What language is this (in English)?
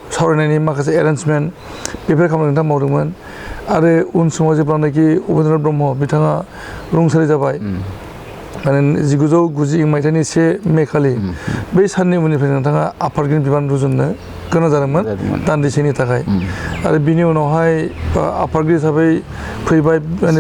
Bodo